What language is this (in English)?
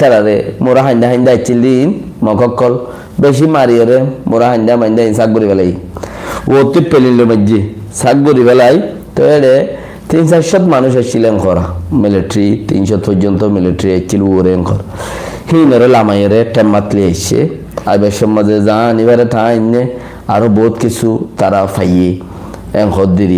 Rohingya